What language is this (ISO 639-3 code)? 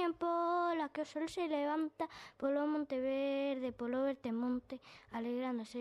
glg